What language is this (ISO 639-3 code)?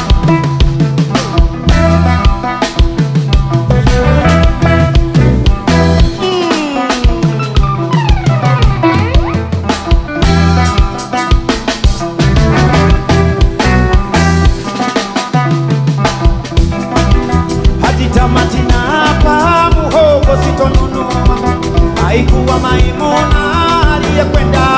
swa